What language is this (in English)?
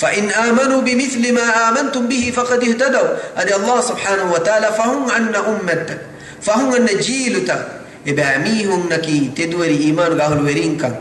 Divehi